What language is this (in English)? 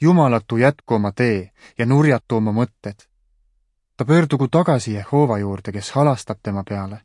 Estonian